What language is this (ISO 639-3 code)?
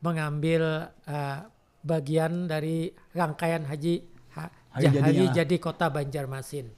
bjn